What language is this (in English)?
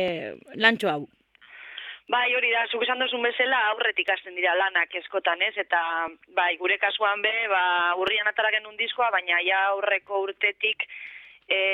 Basque